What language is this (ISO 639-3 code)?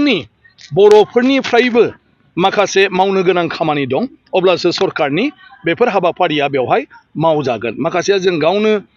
brx